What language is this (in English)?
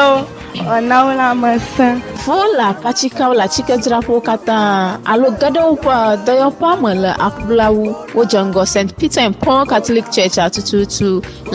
Ewe